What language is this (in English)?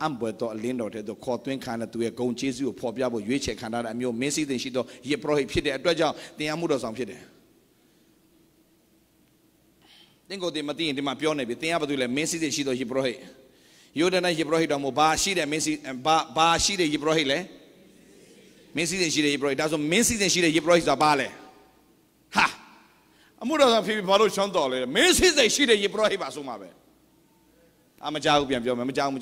Burmese